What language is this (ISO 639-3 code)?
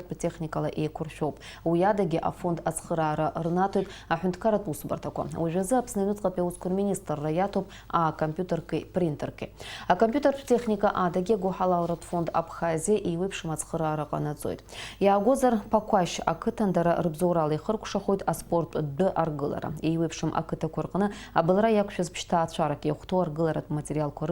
abk